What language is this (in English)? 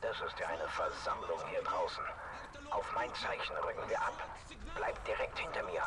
Swiss German